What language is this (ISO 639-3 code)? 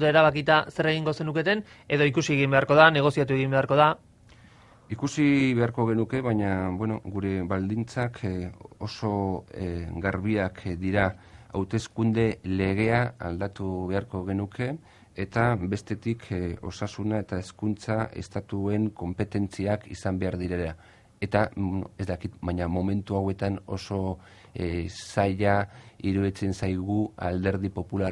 eus